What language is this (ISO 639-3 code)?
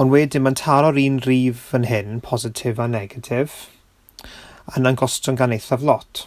cym